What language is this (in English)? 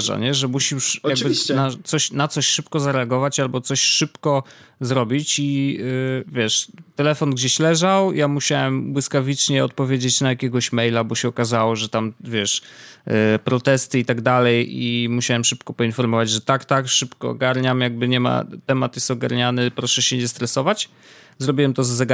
Polish